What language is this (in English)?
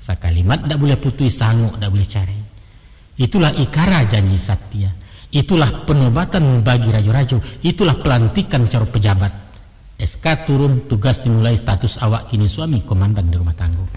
Minangkabau